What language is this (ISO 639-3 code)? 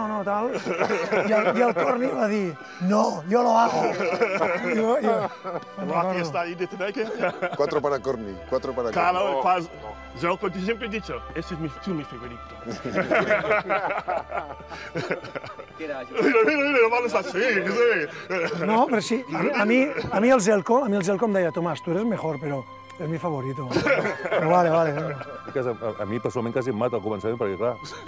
cat